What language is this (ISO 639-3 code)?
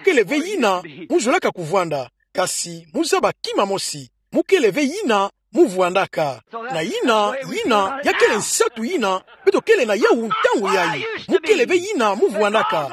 ktu